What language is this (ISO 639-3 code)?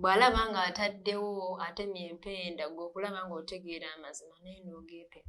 lug